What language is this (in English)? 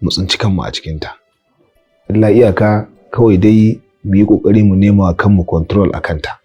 Hausa